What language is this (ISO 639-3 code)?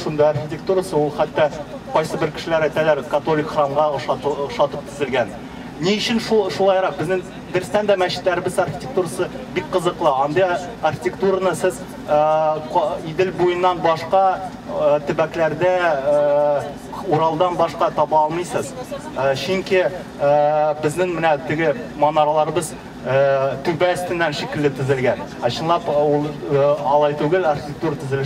tat